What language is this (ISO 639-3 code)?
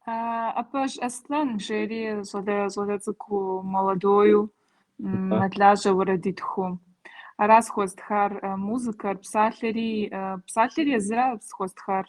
kbd